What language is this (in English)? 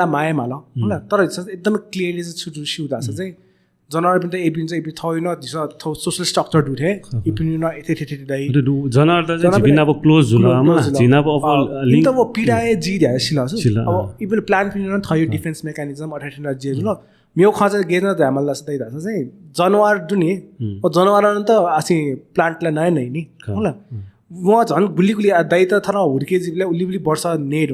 Newari